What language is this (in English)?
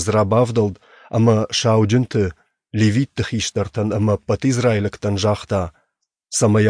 Ossetic